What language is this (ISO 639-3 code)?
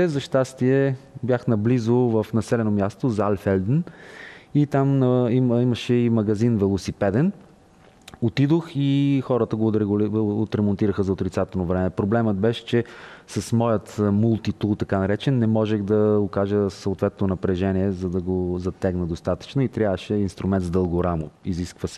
bul